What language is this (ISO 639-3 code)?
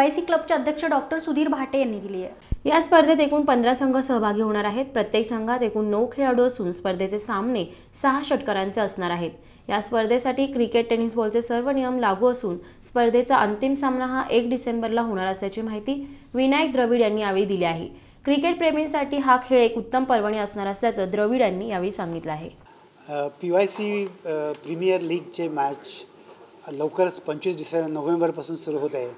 mar